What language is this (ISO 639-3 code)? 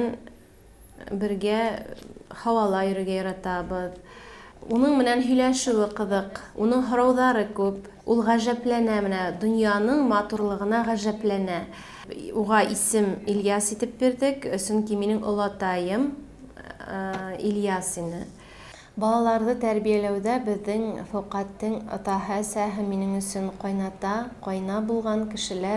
bak